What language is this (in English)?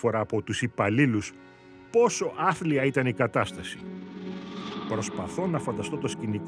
Greek